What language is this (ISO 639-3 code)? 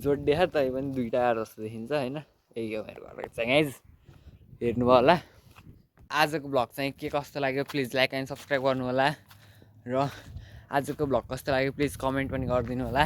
nep